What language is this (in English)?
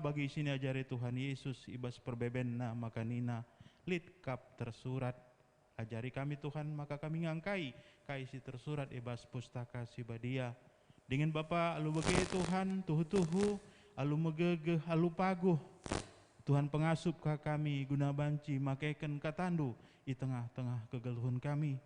Batak Karo